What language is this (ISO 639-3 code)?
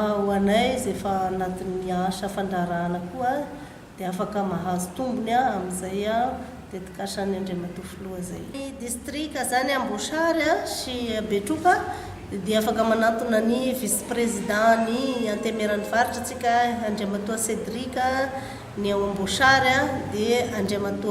mlg